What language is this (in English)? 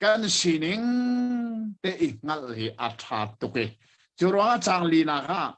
Hakha Chin